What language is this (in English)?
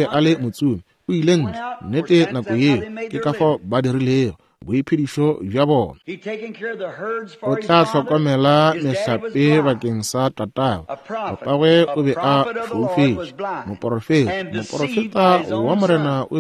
Northern Sotho